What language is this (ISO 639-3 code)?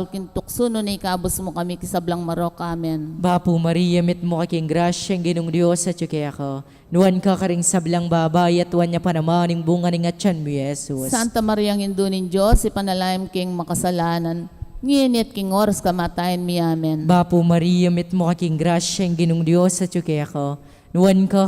pam